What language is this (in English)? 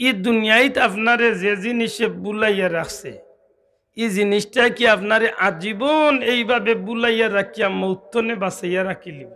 Sylheti